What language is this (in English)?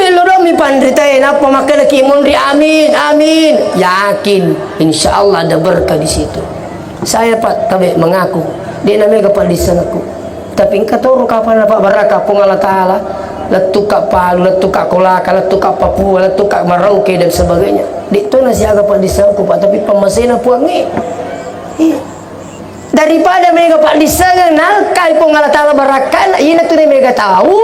Buginese